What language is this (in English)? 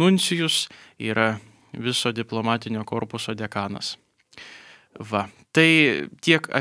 Lithuanian